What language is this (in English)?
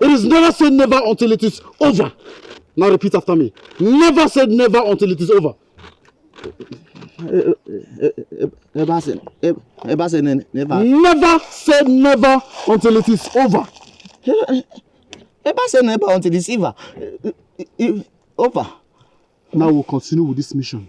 Nigerian Pidgin